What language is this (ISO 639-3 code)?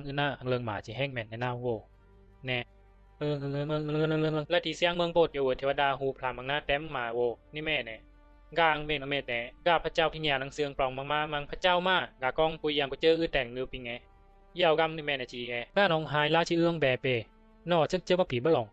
bzi